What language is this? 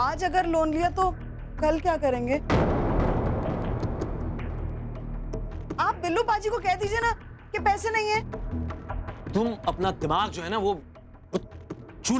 Hindi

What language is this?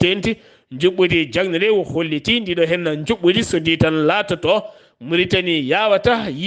Fula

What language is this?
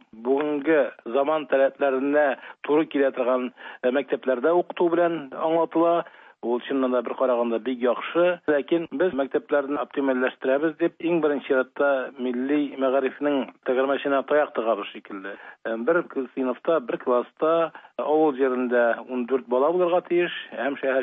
Tatar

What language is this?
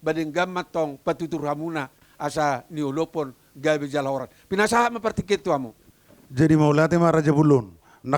Batak Toba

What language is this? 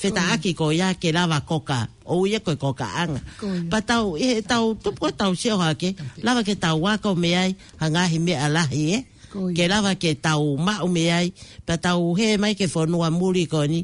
Tongan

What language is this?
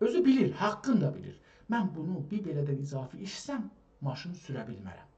South Azerbaijani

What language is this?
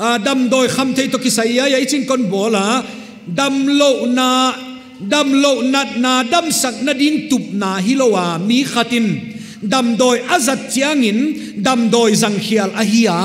Paite Chin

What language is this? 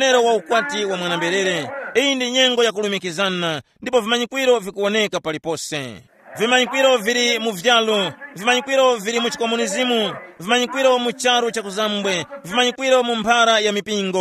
Tumbuka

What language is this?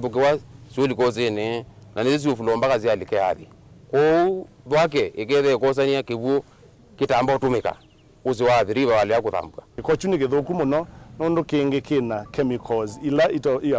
Kamba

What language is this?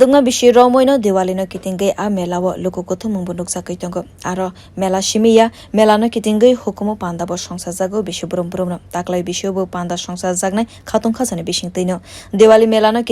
Kok Borok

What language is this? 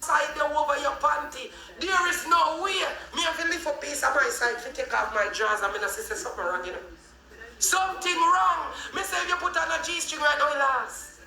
Jamaican Creole English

